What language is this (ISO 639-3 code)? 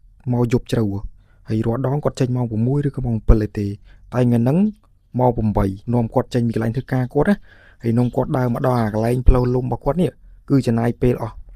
khm